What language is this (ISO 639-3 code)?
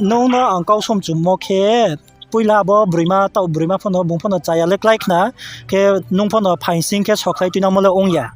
ria